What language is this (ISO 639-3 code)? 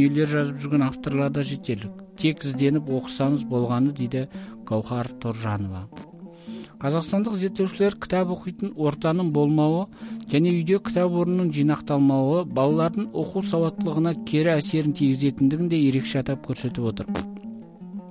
kaz